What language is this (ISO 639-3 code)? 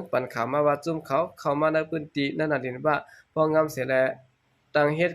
shn